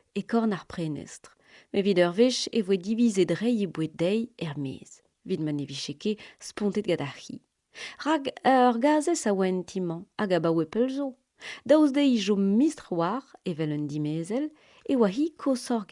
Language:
Breton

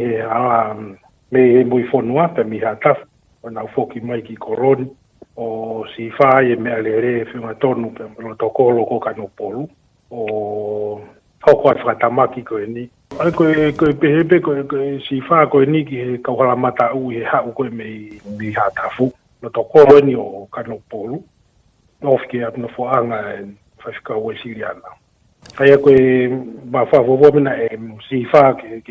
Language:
Tongan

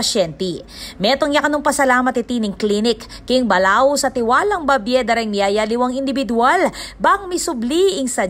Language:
Pampanga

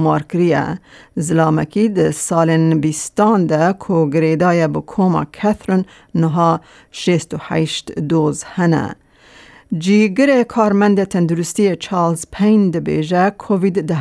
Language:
Kurdish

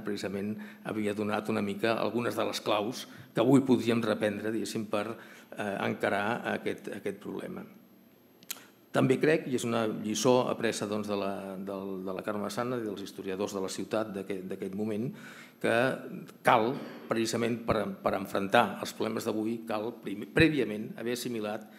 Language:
Catalan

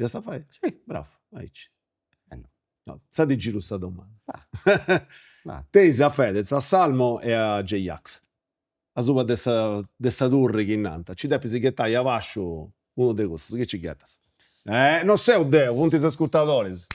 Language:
Sardinian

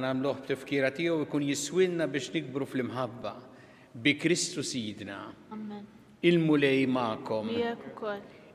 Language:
Maltese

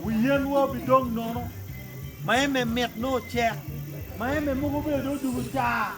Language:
Acoli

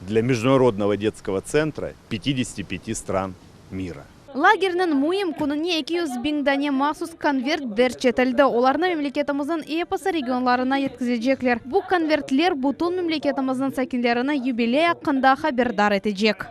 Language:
Crimean Tatar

